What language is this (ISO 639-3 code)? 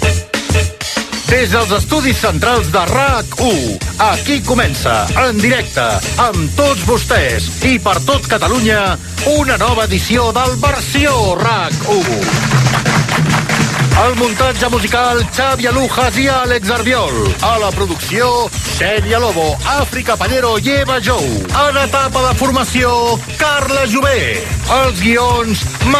cat